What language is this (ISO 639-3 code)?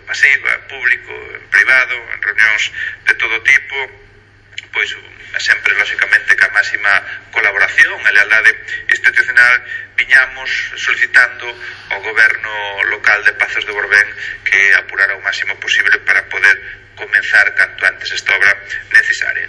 glg